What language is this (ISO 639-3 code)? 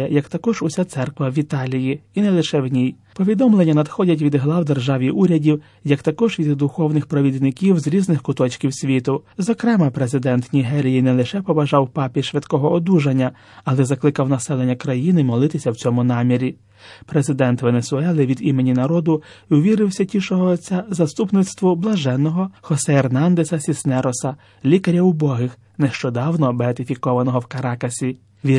ukr